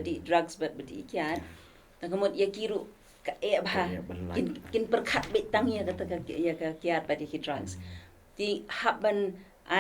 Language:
Khasi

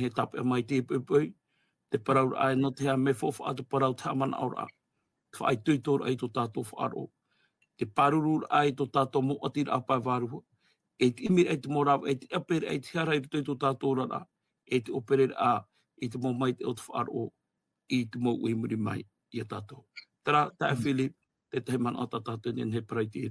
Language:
Tahitian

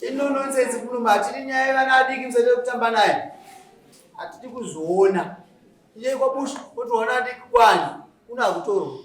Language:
Shona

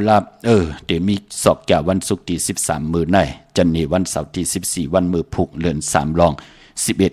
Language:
Shan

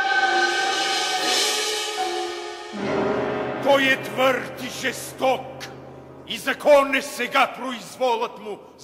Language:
Bulgarian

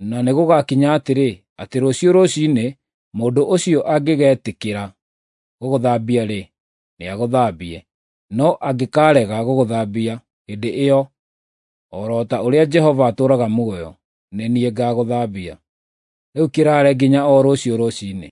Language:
Kikuyu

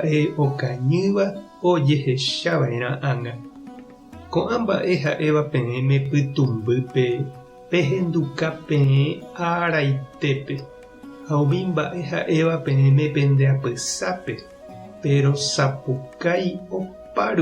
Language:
Guarani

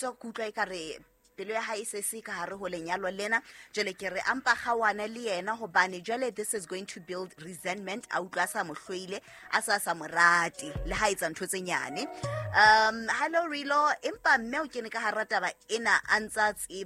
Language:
Southern Sotho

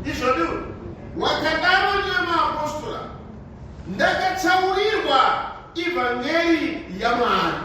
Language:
Shona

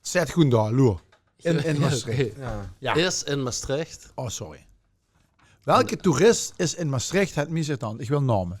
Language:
Limburgish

